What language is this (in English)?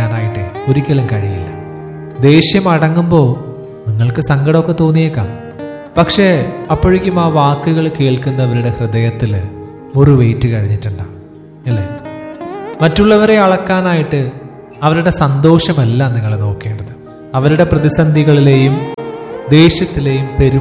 Malayalam